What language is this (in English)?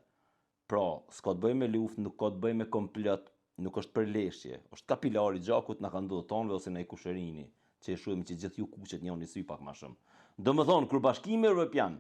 Albanian